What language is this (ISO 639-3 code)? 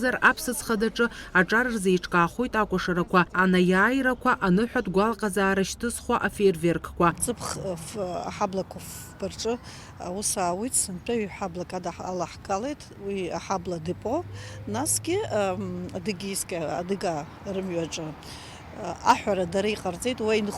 abk